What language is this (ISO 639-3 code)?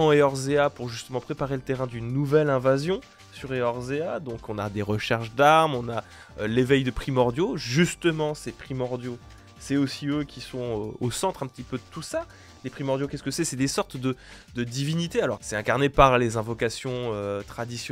fra